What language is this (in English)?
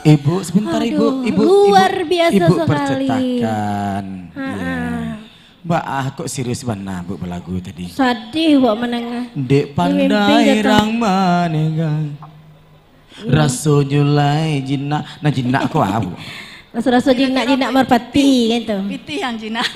Minangkabau